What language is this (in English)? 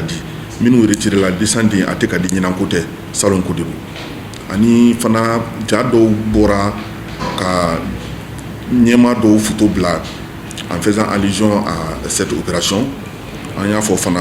Bambara